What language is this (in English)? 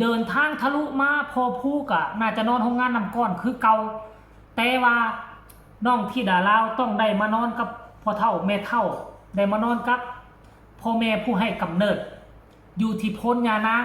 Northeastern Thai